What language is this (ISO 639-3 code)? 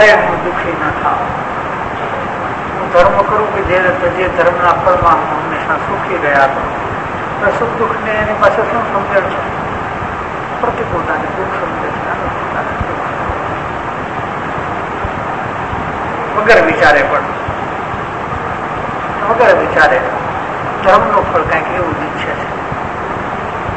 guj